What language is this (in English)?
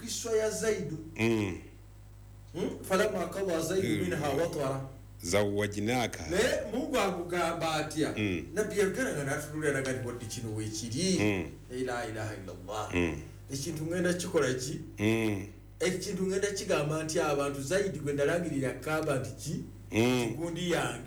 Ganda